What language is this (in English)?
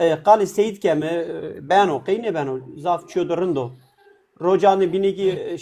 Zaza